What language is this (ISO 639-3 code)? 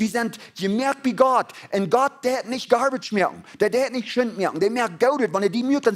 pdt